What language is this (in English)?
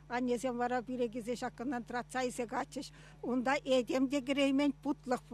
Chuvash